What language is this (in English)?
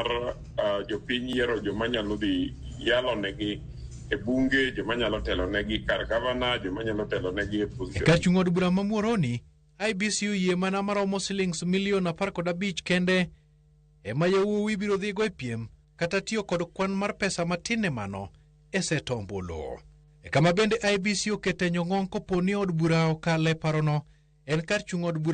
Luo (Kenya and Tanzania)